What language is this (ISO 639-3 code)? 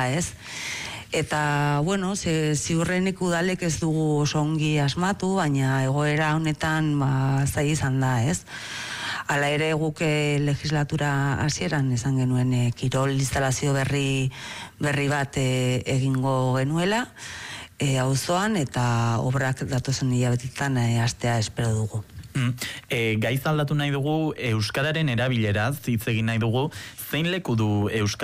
eus